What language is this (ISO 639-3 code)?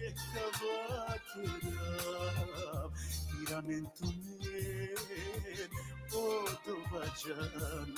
rmn